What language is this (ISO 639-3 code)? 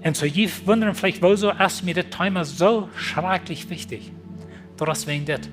pdt